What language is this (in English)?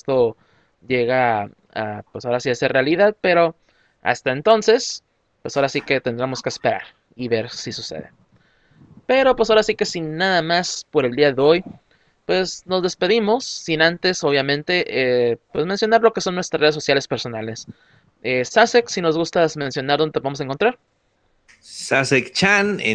Spanish